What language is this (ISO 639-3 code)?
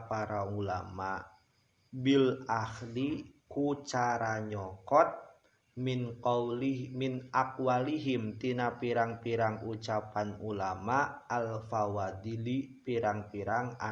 sun